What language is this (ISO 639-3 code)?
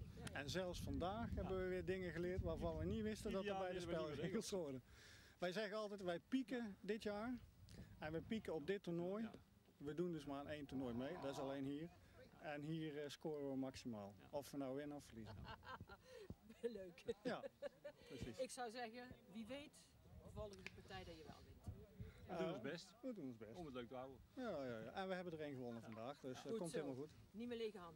nld